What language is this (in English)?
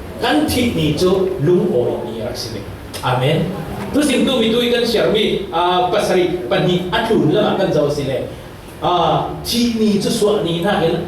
Falam Chin